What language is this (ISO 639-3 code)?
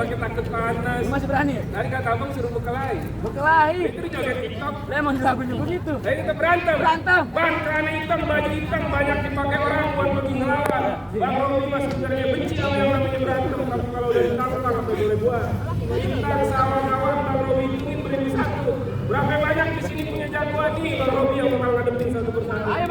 bew